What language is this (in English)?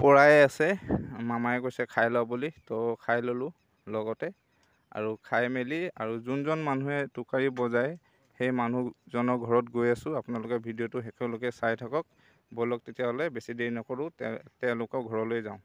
Assamese